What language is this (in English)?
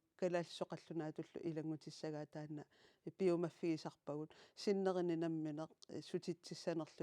Kalaallisut